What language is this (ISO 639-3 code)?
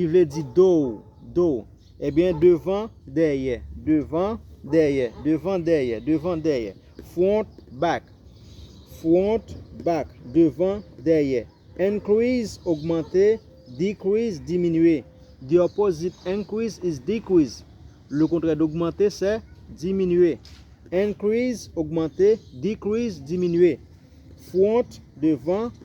hat